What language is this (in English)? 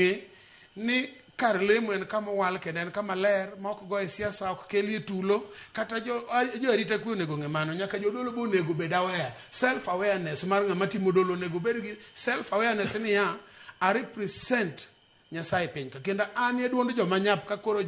Luo (Kenya and Tanzania)